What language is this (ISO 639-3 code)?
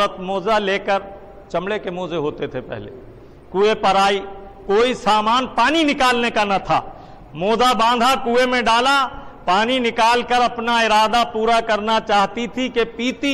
urd